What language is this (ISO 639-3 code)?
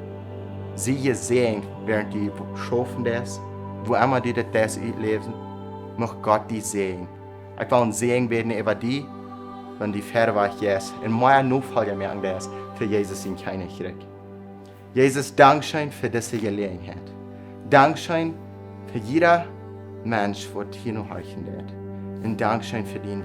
pdt